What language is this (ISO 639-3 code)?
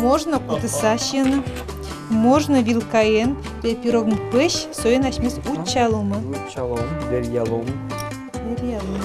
udm